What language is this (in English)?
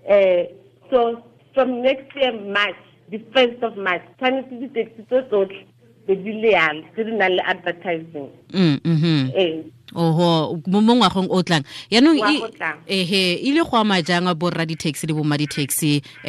Tswana